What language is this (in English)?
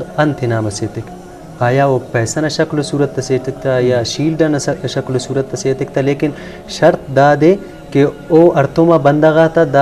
Brahui